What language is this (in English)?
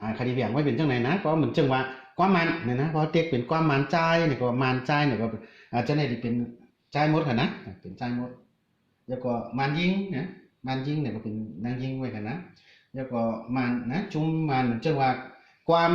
Shan